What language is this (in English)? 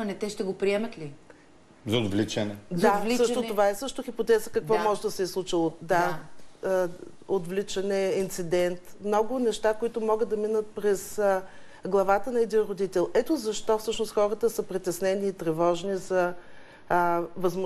Bulgarian